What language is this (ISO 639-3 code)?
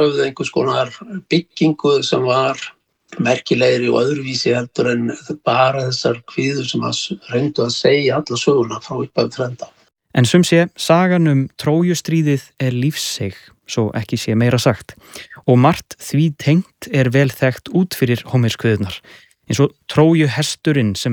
isl